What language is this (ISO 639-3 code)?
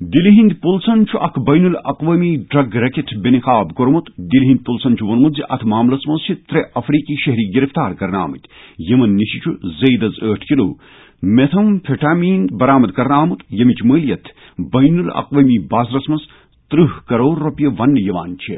kas